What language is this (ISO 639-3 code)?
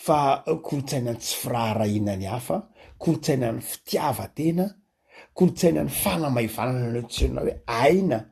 mlg